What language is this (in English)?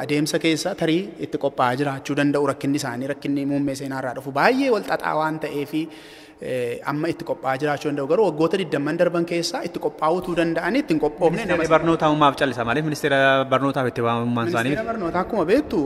Oromo